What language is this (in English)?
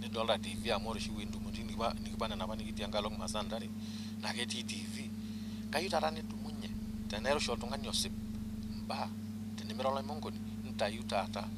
Masai